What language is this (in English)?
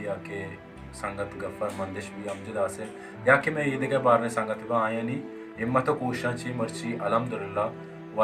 Baluchi